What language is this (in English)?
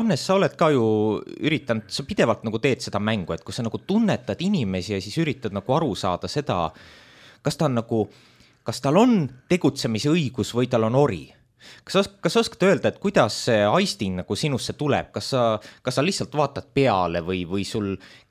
Estonian